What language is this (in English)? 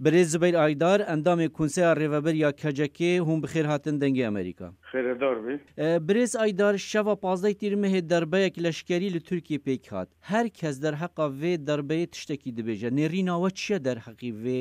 Kurdish